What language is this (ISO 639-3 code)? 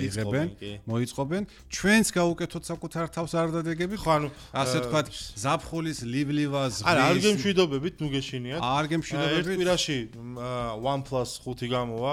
kat